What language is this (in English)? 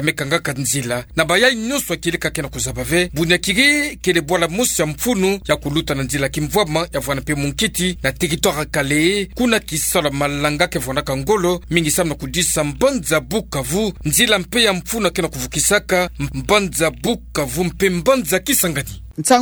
Kituba (Democratic Republic of Congo)